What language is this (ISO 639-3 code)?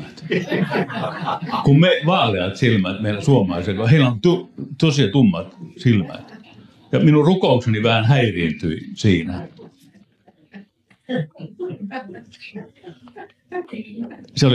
fin